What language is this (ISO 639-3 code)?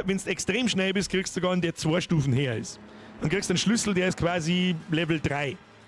bar